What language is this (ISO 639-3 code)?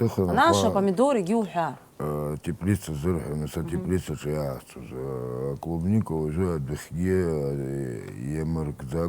abk